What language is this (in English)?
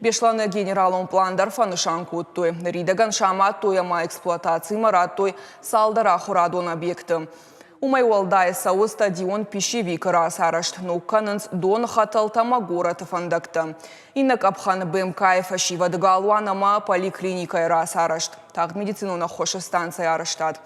Ossetic